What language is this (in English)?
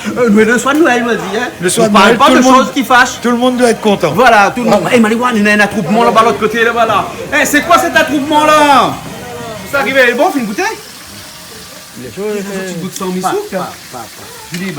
Réunion Creole French